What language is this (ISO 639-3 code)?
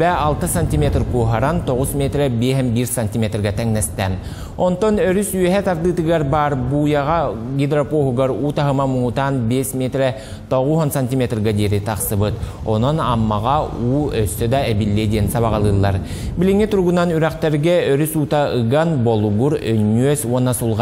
sah